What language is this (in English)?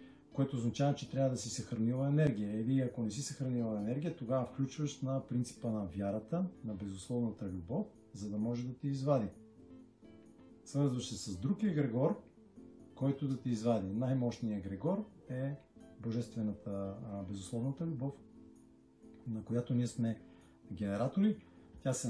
Bulgarian